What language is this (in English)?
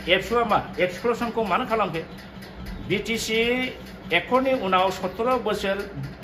Bodo